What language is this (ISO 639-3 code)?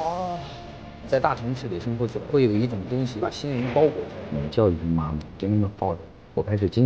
zho